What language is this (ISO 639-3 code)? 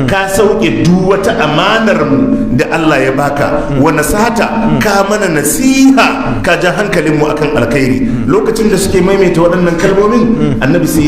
hau